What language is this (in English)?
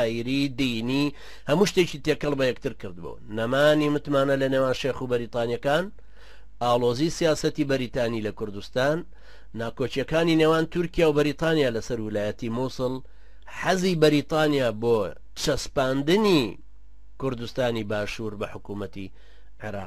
Central Kurdish